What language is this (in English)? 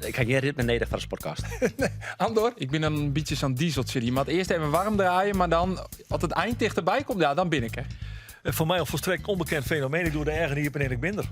Western Frisian